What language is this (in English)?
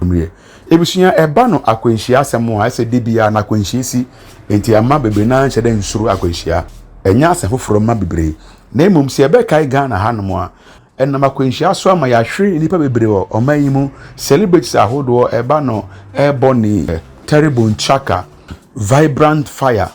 Akan